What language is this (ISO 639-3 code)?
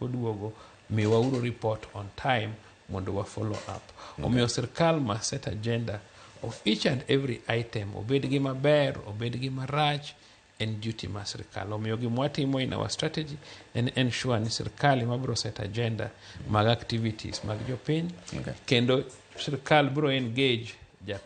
luo